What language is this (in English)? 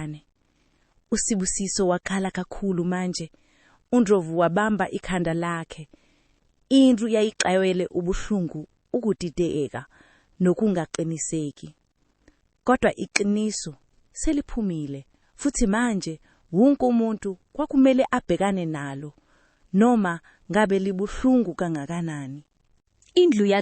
Zulu